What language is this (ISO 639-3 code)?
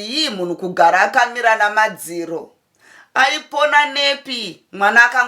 sna